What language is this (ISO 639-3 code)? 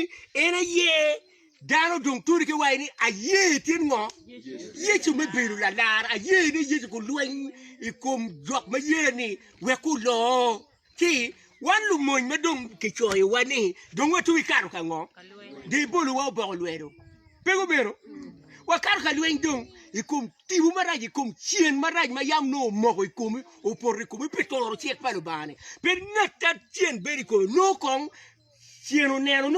ach